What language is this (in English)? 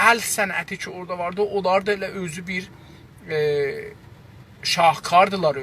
South Azerbaijani